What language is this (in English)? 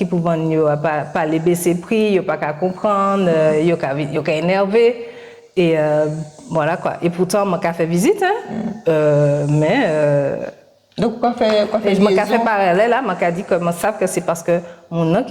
Guadeloupean Creole French